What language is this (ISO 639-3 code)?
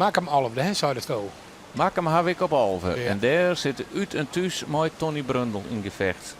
fry